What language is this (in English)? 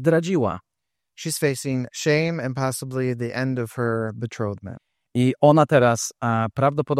Polish